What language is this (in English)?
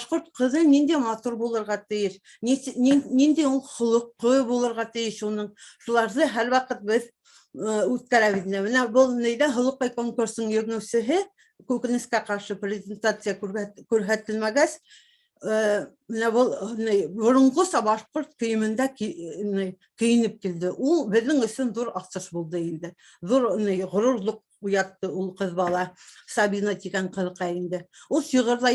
Bashkir